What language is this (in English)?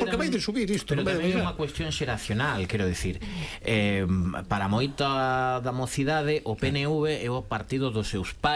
Galician